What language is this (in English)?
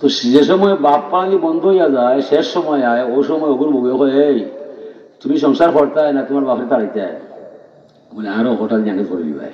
Sylheti